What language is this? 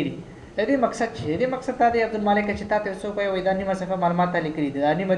Pashto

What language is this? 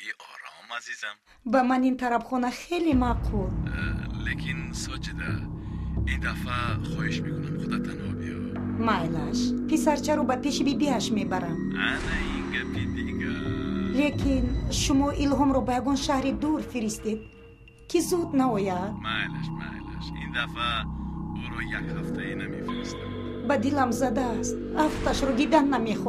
Tajik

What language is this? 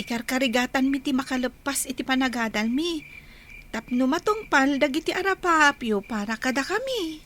Iloko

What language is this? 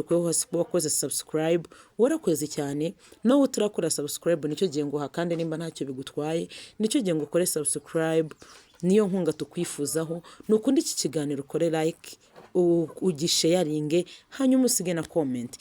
Kinyarwanda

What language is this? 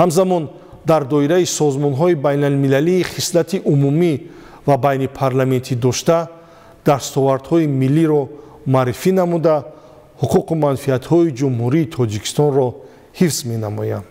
Tajik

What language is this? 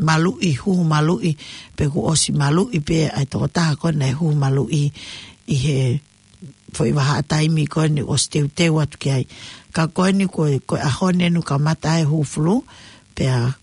Tongan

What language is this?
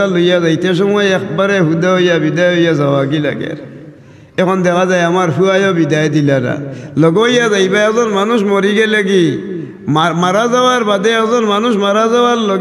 Sylheti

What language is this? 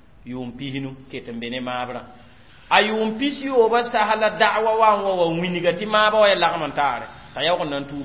Mossi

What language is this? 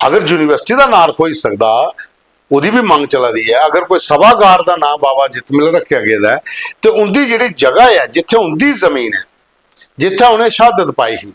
Dogri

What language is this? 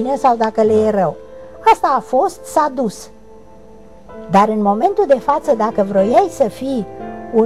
Romanian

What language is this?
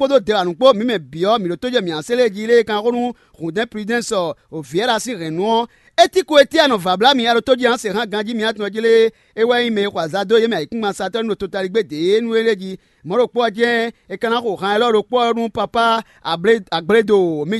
Fon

